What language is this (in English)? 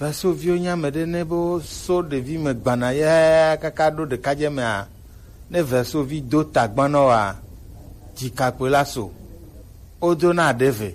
Gen